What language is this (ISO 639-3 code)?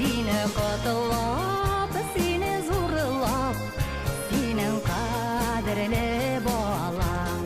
bak